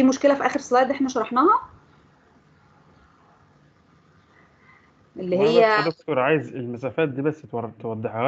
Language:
Egyptian Arabic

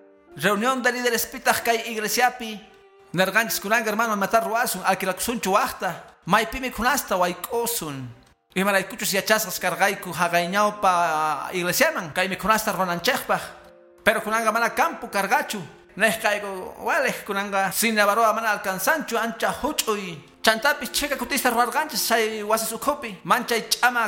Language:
Quechua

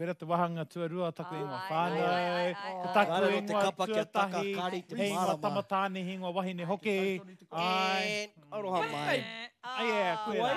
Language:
Māori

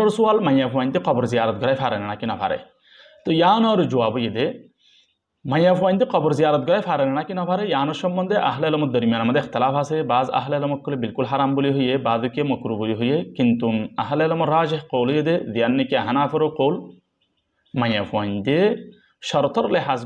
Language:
Rohingya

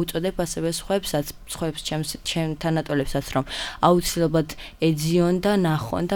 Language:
Georgian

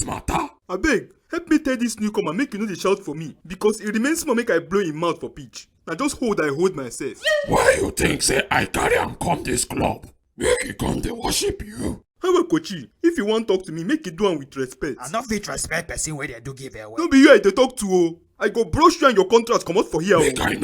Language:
Nigerian Pidgin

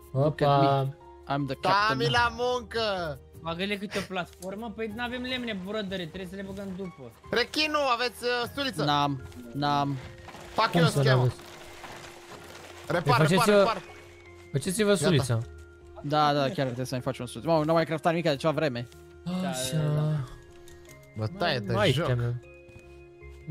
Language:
Romanian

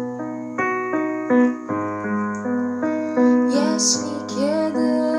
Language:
Polish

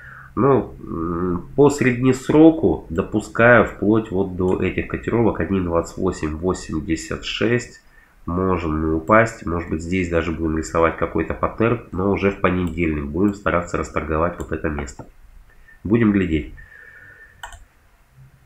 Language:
Russian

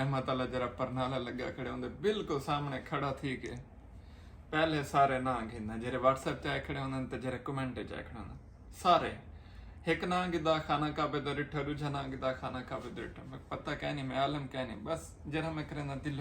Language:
Saraiki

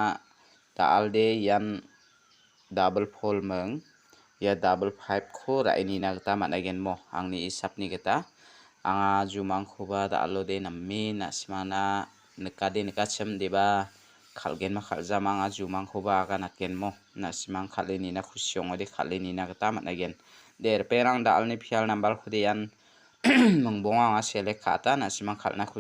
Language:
Garo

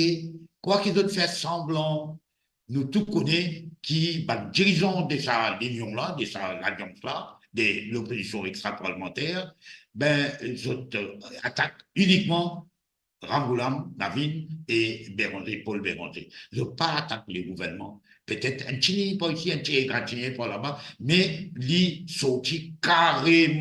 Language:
Morisyen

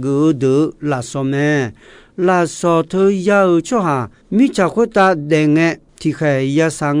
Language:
Akha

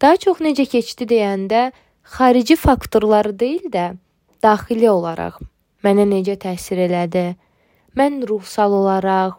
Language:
Azerbaijani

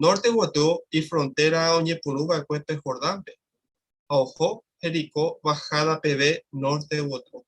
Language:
Guarani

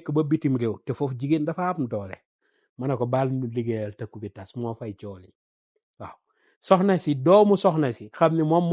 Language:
Wolof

